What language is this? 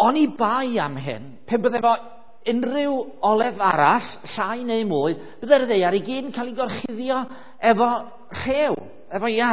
Welsh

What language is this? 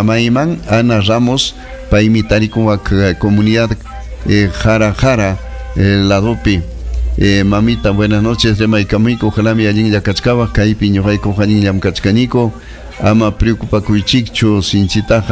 Ayacucho Quechua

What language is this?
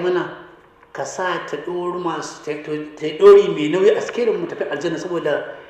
Hausa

